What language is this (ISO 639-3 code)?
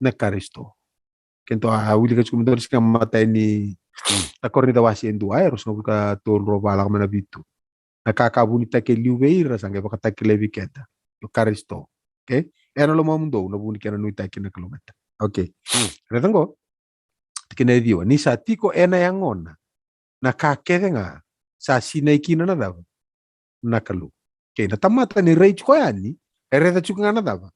fij